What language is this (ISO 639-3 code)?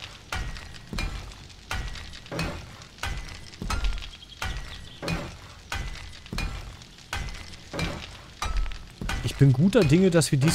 deu